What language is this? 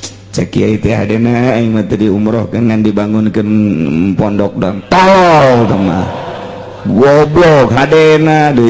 Sundanese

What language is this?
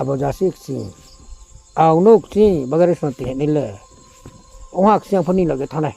Riang (India)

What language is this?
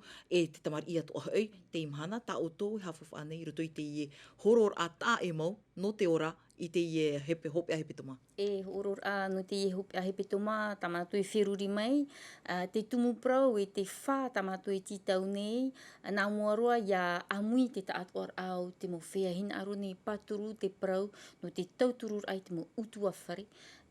Tahitian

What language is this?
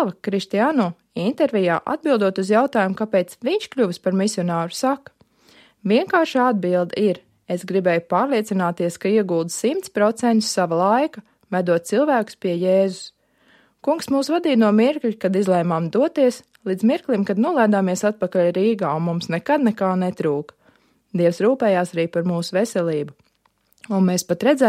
Latvian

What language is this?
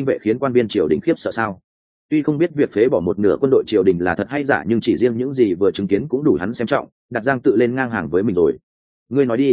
Vietnamese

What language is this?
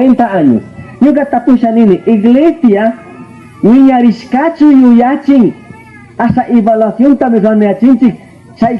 Chimborazo Highland Quichua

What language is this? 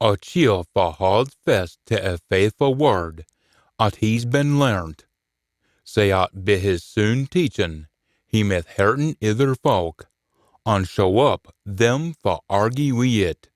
Scots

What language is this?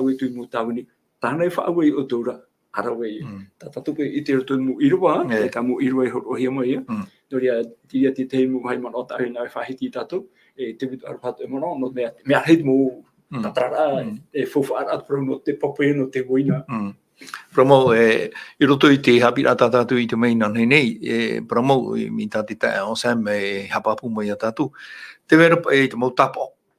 Tahitian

